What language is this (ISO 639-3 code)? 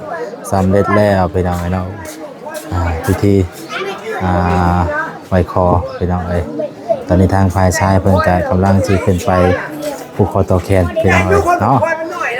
lao